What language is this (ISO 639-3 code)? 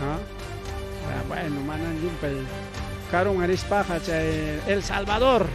quy